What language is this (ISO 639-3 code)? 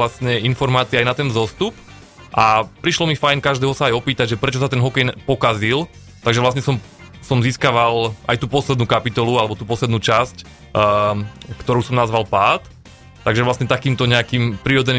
slk